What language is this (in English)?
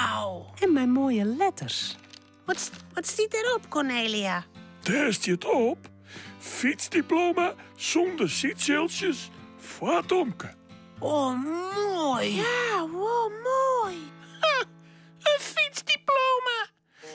Western Frisian